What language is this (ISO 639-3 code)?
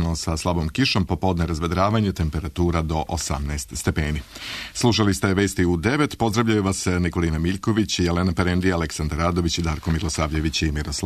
srp